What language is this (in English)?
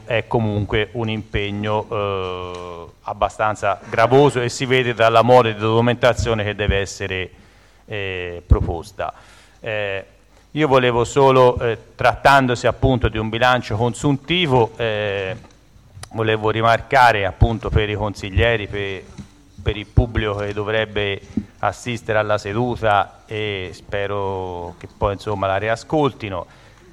Italian